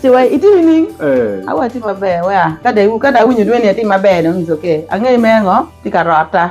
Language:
Acoli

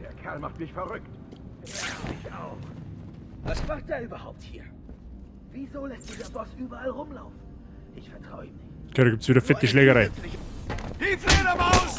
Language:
Bavarian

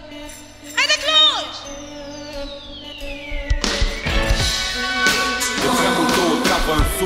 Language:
Romanian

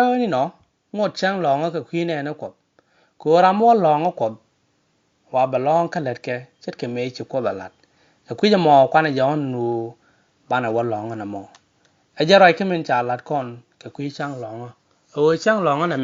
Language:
Nuer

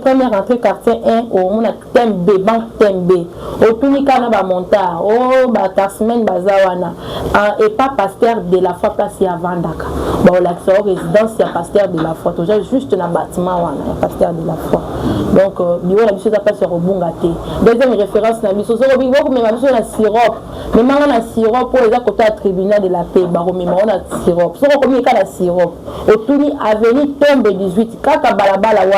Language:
Lingala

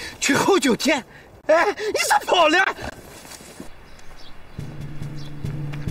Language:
Chinese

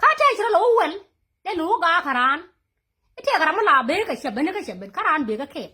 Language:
Nuer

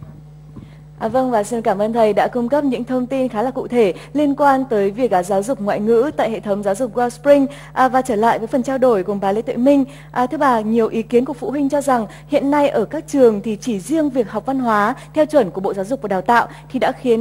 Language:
Vietnamese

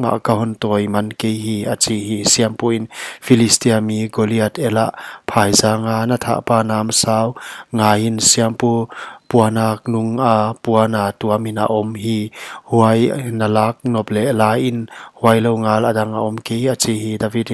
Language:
Paite Chin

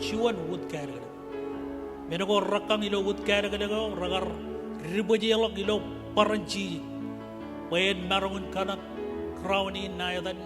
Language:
Marshallese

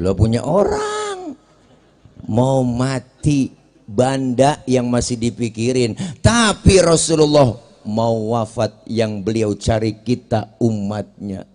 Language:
Betawi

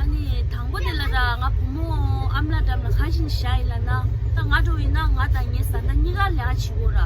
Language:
Tibetan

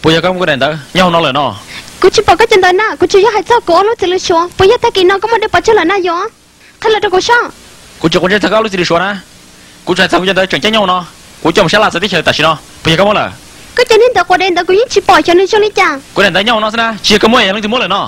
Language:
Hmong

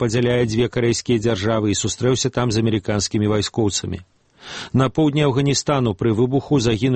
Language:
Belarusian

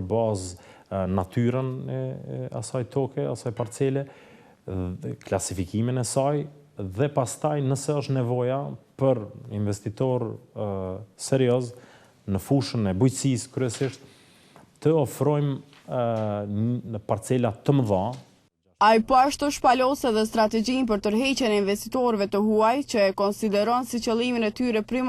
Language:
Albanian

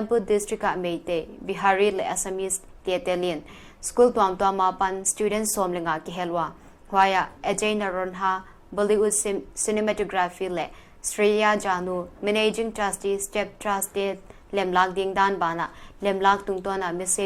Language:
Paite Chin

